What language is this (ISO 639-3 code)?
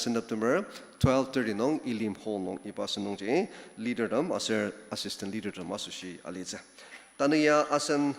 njo